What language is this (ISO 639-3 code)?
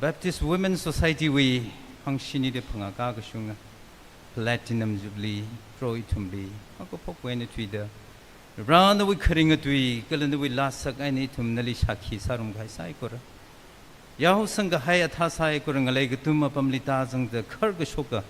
nmf